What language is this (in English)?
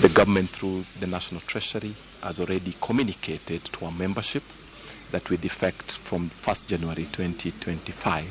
Luo (Kenya and Tanzania)